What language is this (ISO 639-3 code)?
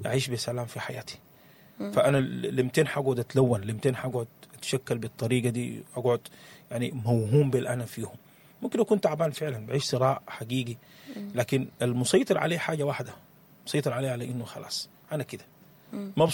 apd